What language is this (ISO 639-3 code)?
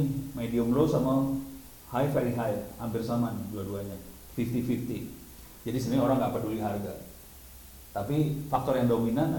ind